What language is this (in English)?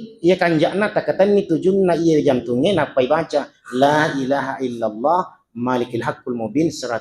Buginese